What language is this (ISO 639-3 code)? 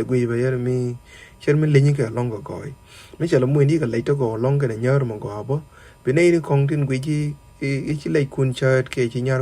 nus